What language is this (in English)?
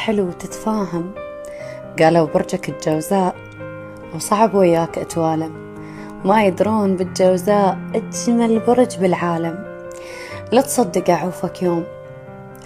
Mesopotamian Arabic